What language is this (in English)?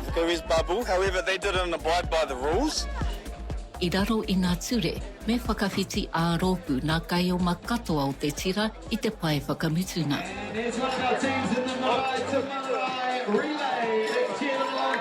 Māori